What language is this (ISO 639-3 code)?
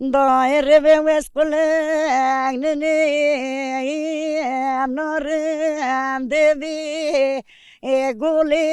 zza